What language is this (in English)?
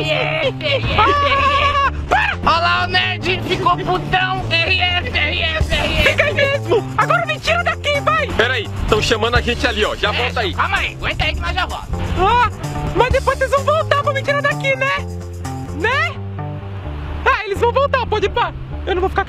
Portuguese